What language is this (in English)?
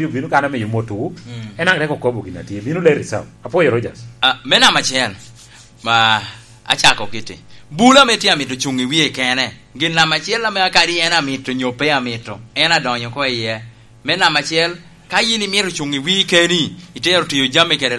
Lango (Uganda)